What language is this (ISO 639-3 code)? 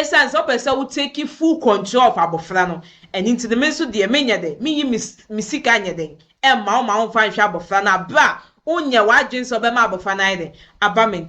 aka